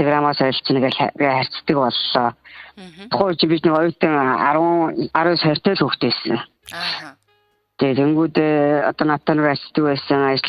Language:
Mongolian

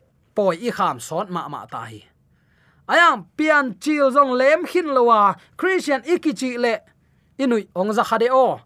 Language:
Tedim Chin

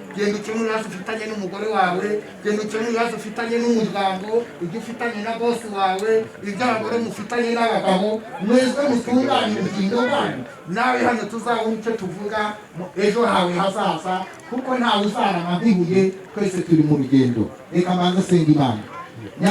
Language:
Kinyarwanda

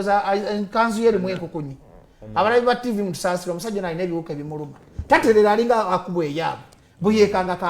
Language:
Ganda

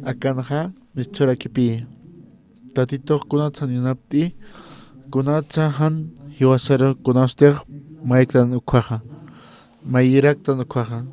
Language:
Aymara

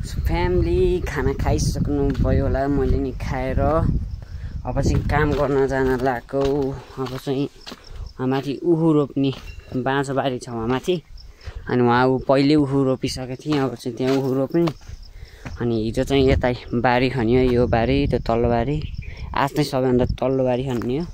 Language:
Nepali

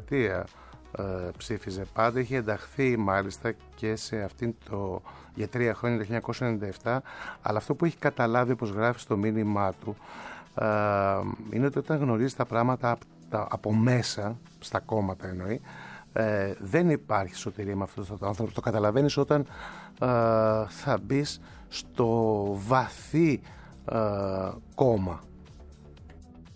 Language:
Greek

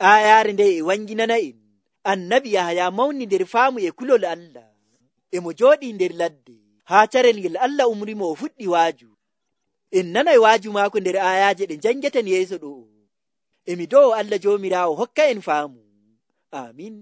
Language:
Nigerian Fulfulde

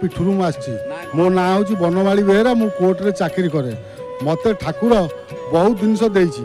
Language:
Odia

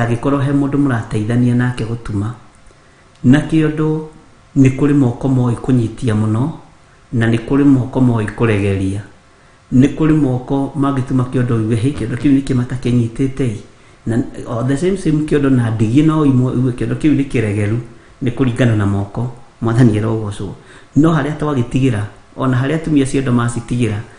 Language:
Kikuyu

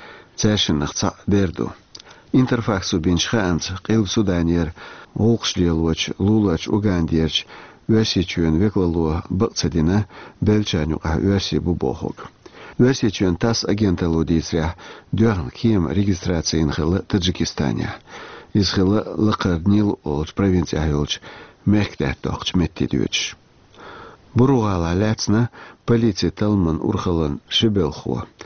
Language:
Chechen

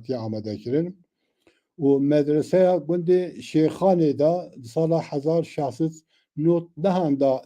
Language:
Kurdish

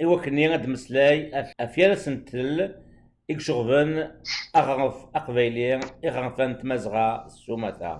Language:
Kabyle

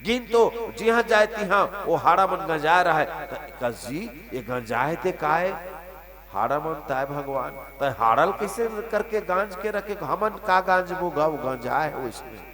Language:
Chhattisgarhi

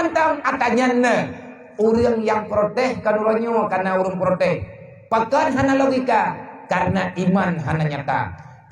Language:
Achinese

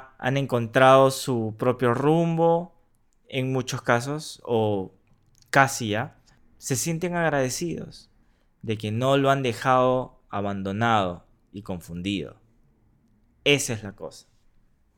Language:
Spanish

